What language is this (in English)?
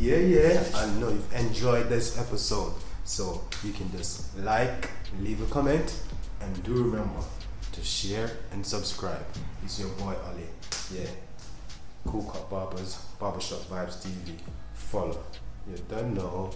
Jamaican Creole English